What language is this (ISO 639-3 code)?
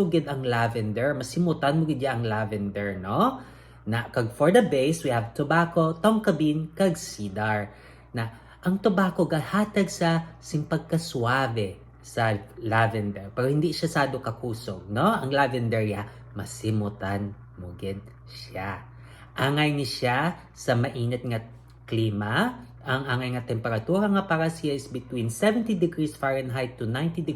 hil